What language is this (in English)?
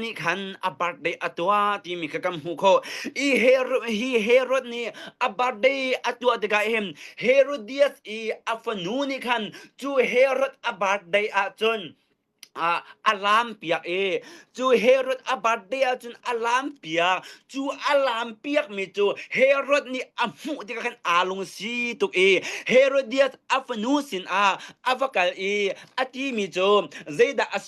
Hakha Chin